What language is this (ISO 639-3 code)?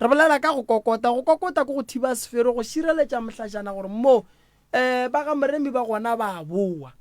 nso